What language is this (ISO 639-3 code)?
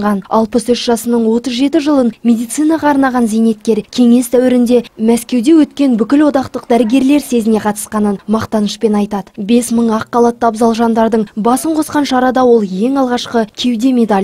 kaz